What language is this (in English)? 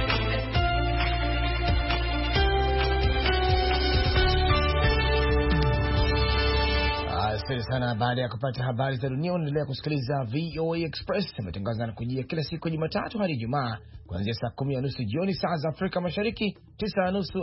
Swahili